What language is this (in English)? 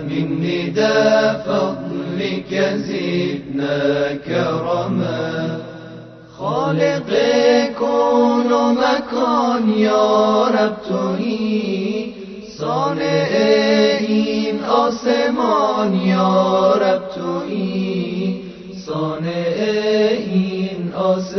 Persian